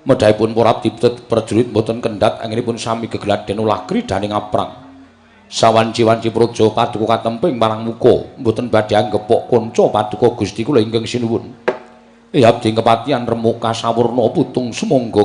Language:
Javanese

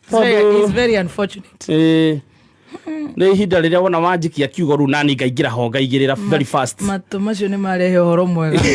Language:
Kikuyu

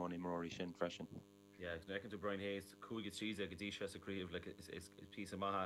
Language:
Irish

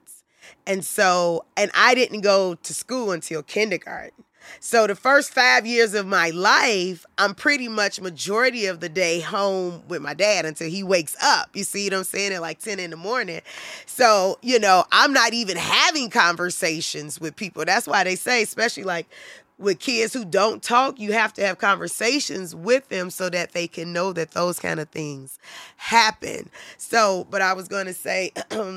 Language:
English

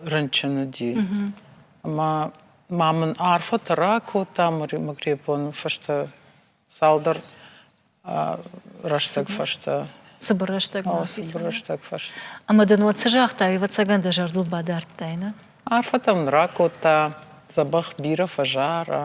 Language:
Ossetic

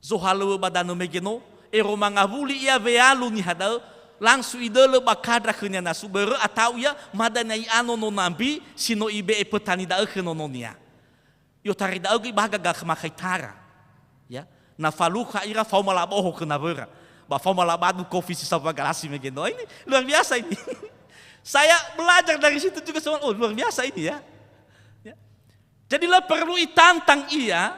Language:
Nias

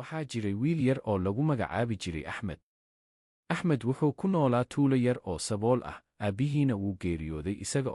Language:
Somali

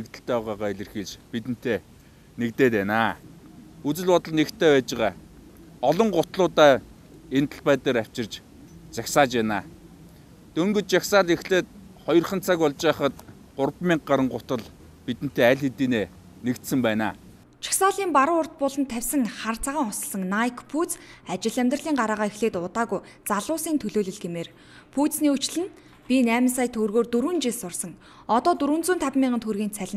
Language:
Mongolian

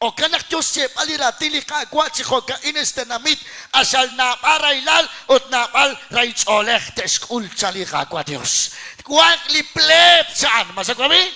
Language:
Kekchí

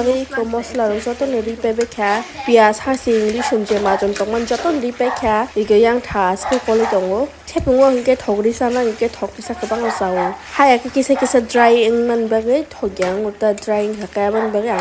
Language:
Kok Borok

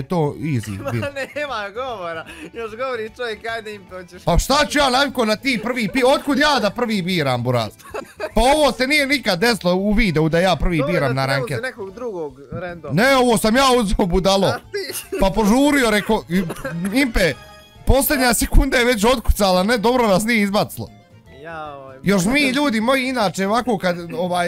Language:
Bosnian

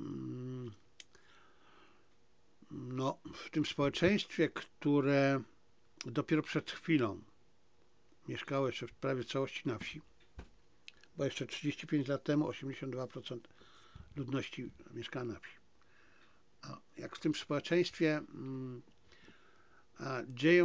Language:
Polish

